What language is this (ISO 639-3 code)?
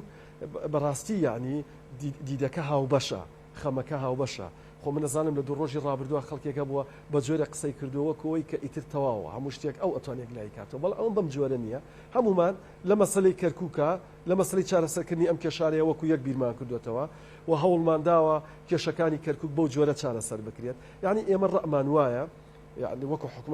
ckb